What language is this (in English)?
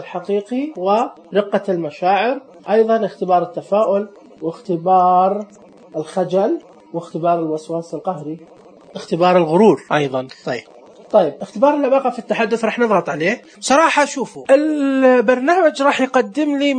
Najdi Arabic